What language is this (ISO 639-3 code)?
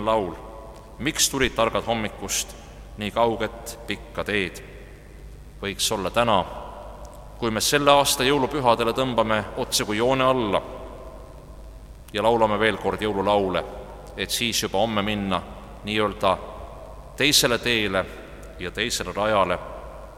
est